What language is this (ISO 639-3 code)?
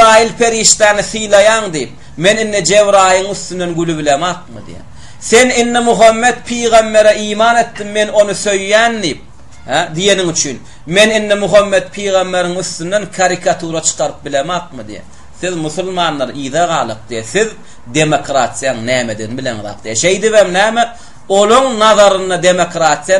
tuk